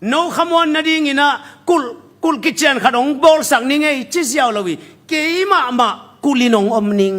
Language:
Tedim Chin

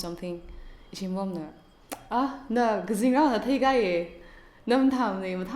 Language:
Tangkhul Naga (India)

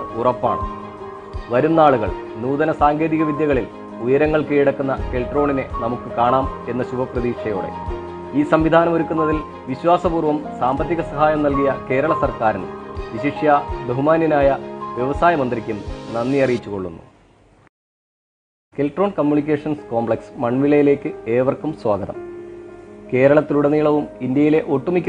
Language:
Malayalam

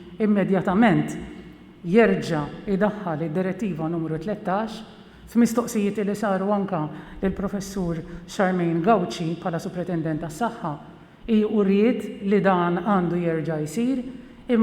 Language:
Maltese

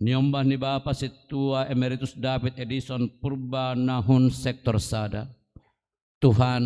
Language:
Batak Simalungun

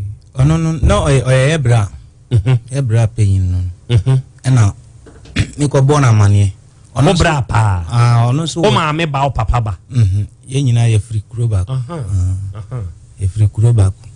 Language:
Akan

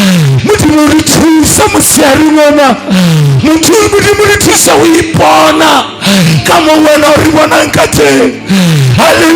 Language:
Southern Sotho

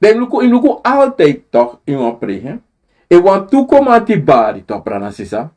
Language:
Sranan Tongo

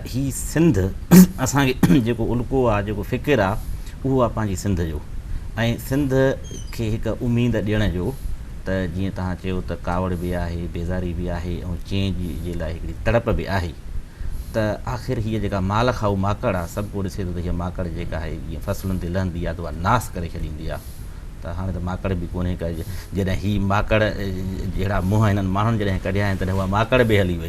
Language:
Sindhi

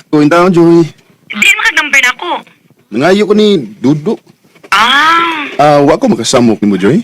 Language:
Cebuano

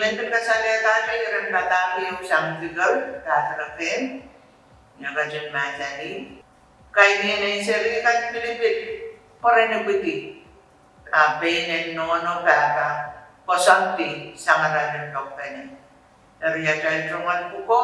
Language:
Pohnpeian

